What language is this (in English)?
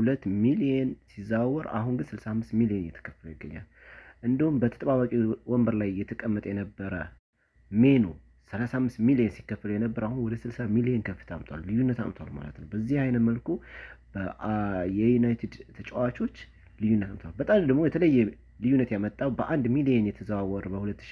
Amharic